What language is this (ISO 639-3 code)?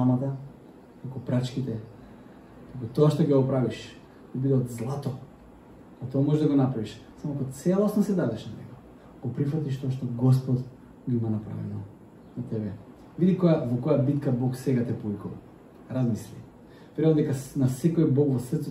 mkd